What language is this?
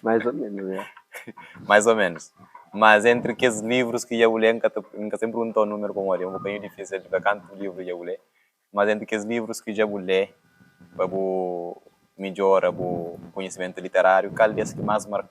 Kabuverdianu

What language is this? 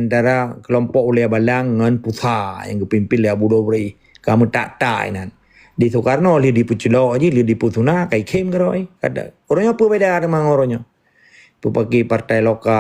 Achinese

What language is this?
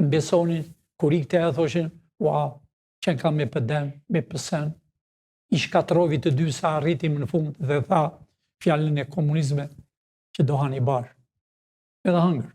Albanian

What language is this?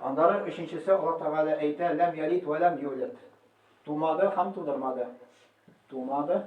Tatar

